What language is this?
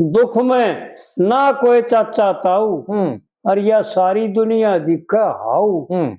Haryanvi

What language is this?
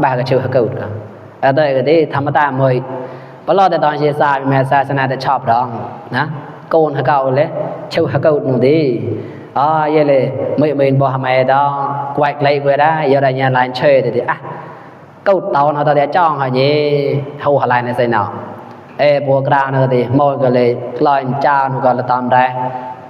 Mon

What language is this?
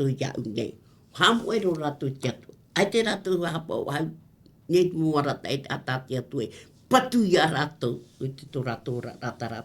Tahitian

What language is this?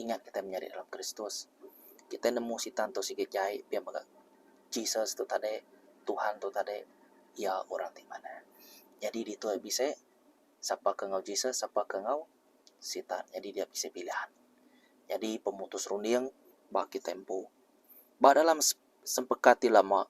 Iban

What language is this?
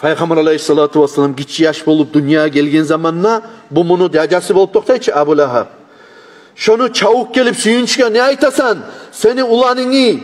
Kumyk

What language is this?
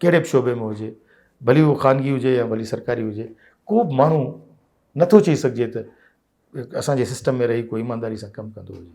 Sindhi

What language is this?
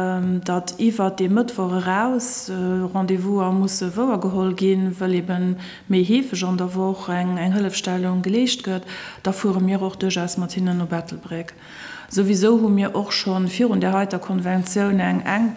Luxembourgish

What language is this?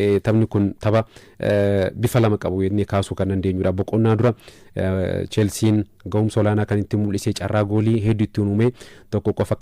Oromo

